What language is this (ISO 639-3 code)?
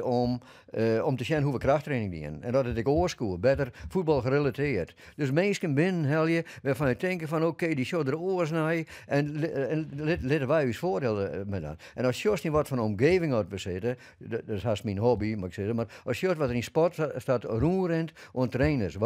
fry